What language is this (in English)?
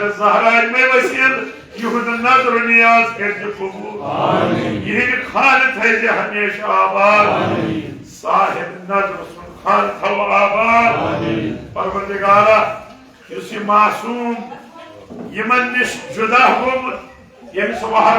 Kashmiri